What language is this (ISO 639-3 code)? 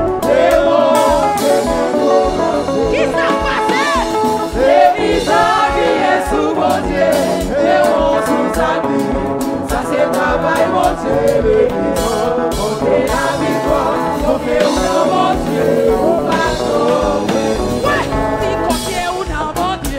hat